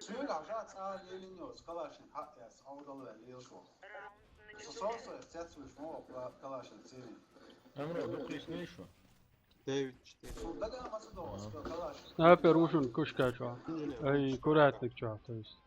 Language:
Chechen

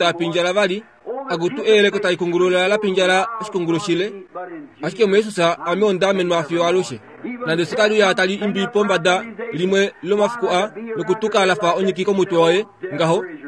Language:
Kuanyama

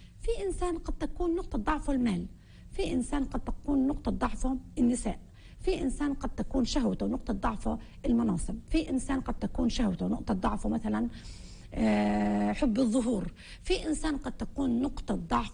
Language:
North Levantine Arabic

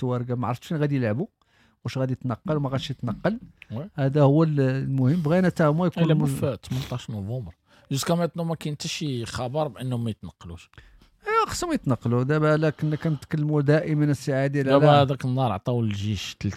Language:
Moroccan Arabic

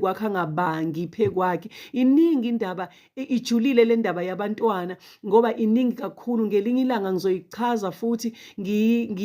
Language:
Zulu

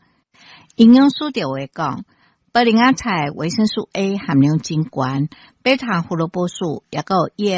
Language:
Min Nan Chinese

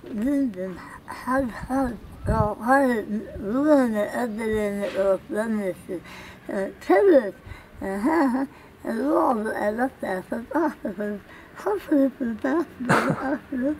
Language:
Chechen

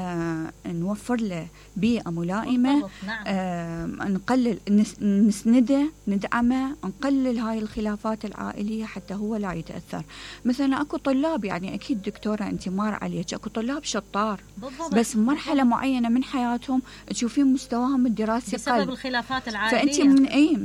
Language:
Mesopotamian Arabic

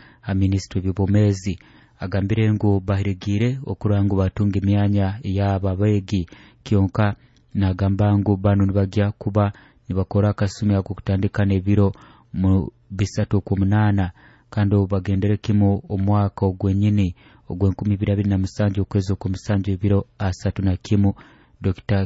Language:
Nyoro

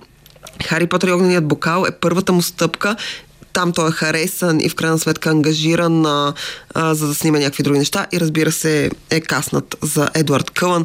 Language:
Bulgarian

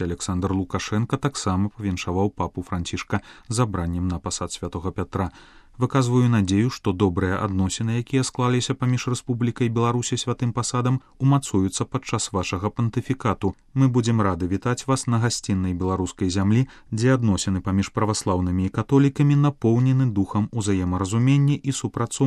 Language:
Belarusian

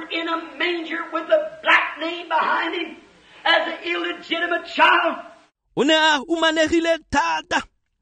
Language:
Tswana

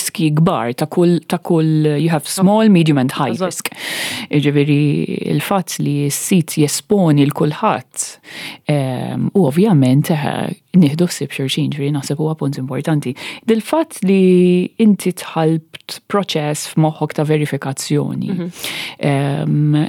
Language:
Maltese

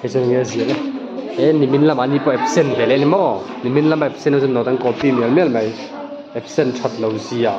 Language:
Mizo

